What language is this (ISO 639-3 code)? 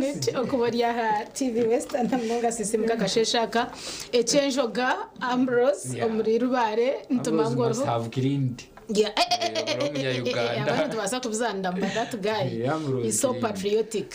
nyn